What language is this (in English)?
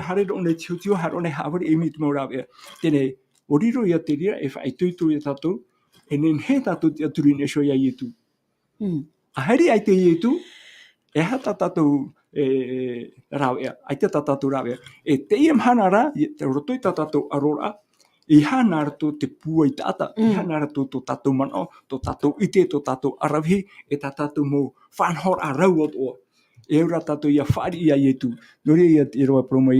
Tahitian